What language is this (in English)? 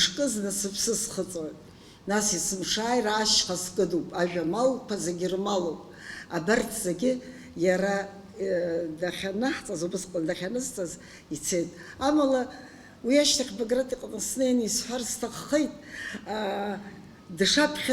Abkhazian